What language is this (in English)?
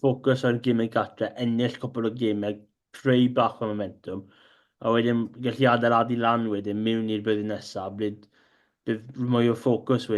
Welsh